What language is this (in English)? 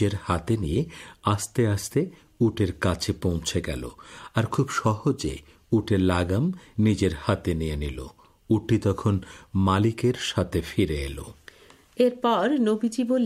Bangla